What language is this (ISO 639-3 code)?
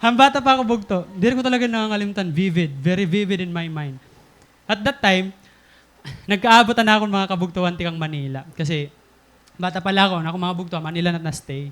war